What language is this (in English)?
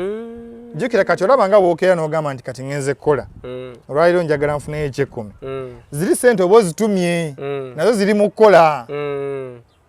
Ganda